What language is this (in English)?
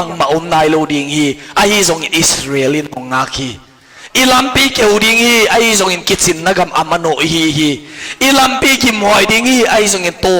Tedim Chin